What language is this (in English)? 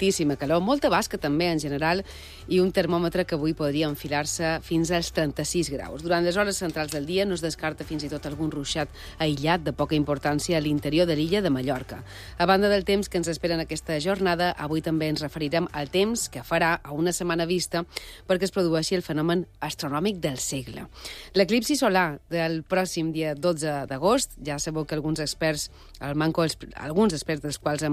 Catalan